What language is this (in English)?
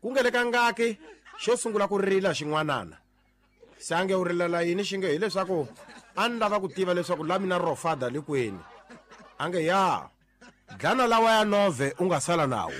Tsonga